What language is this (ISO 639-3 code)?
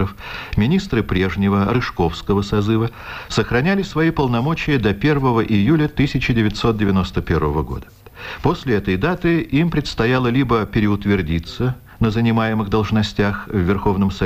rus